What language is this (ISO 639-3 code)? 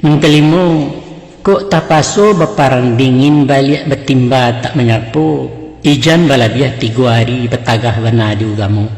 min